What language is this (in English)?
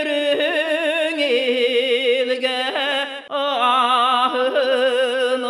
Yakut